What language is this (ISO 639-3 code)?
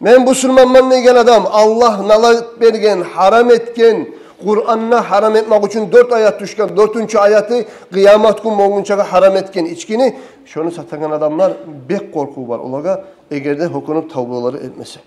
kum